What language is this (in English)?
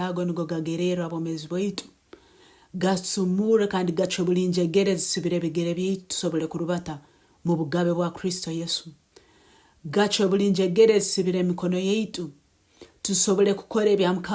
Nyoro